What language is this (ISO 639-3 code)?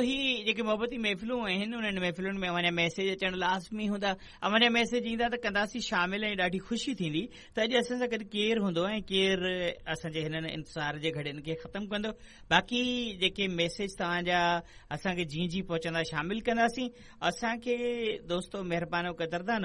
snd